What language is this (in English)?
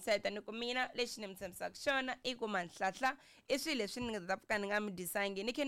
Tsonga